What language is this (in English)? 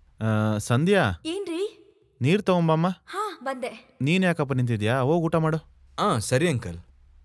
Kannada